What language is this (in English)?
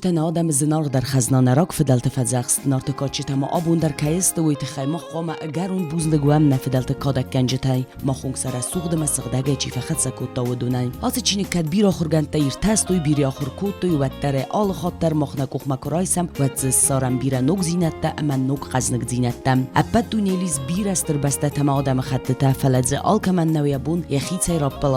Ossetic